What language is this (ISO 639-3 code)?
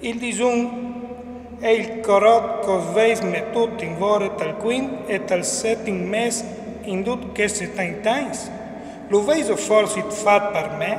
fur